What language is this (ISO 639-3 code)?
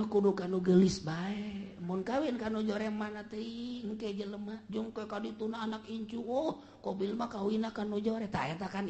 sun